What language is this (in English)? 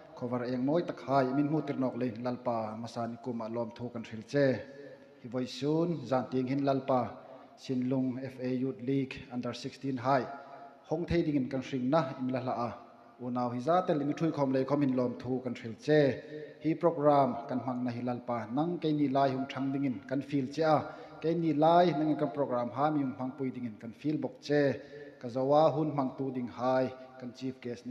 Hmar